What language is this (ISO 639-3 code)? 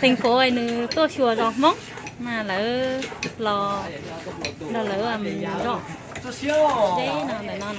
hmn